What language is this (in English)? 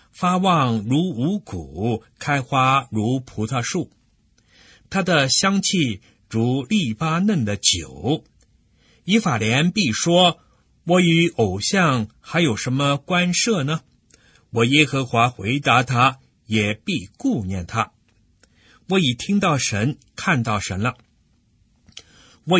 Chinese